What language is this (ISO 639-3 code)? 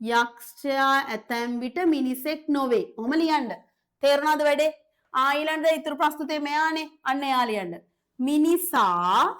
sin